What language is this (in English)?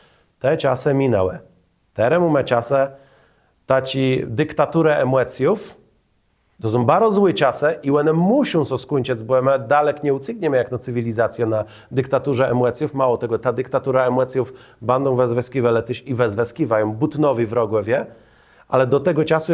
Kashubian